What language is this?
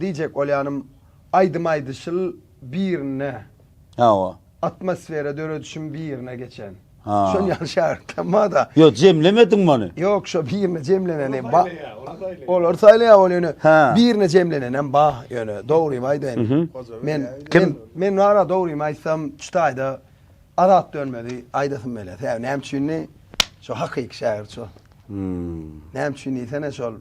Turkmen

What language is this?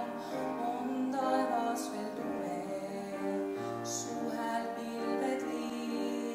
Estonian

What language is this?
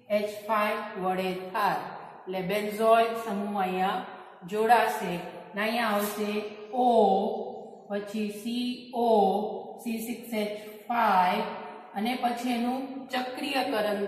Gujarati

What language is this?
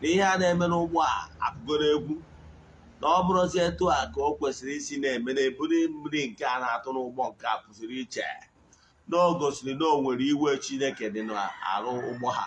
Igbo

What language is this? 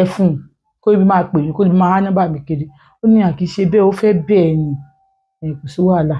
Yoruba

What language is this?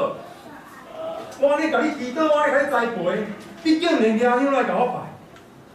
Min Nan Chinese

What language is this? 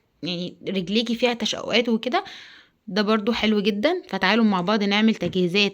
Egyptian Arabic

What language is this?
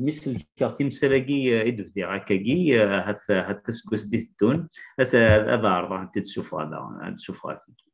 Kabyle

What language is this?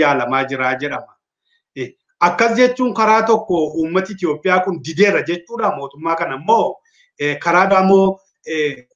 Oromo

